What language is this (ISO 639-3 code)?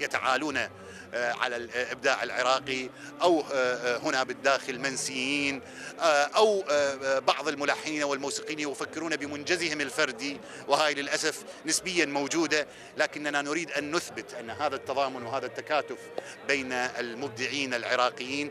acm